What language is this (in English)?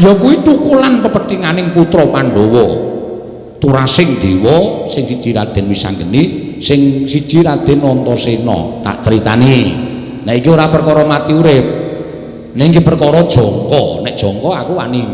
Javanese